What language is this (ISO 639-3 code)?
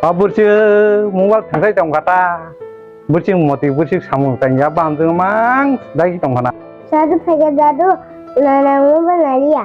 trp